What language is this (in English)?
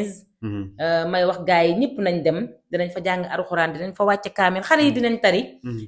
Wolof